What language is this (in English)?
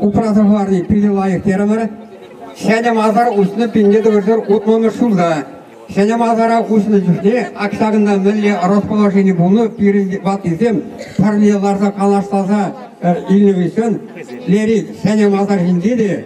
Chuvash